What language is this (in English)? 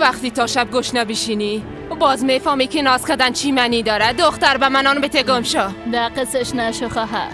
Persian